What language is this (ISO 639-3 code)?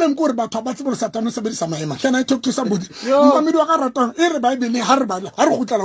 sot